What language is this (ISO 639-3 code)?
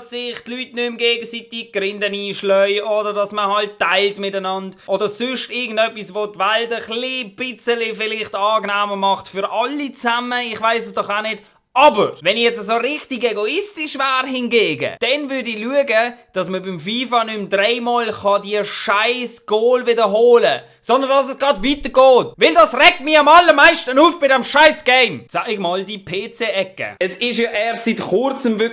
gsw